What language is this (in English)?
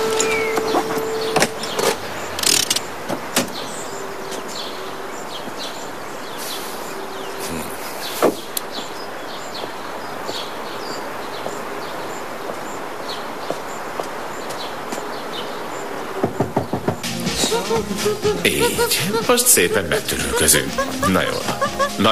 Hungarian